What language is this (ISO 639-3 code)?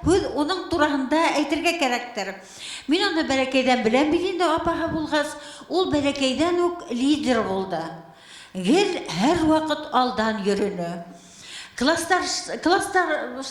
bak